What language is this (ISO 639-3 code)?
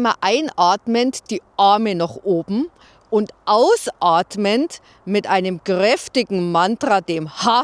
bar